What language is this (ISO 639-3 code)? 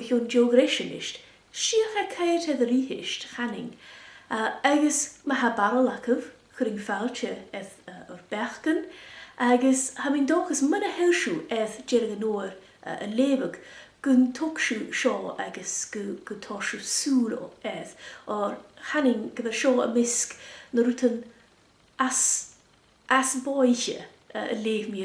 gla